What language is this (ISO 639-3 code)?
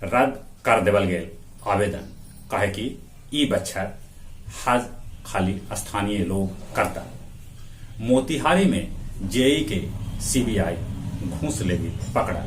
mag